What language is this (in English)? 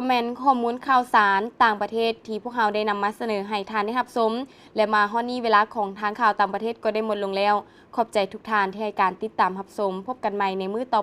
Lao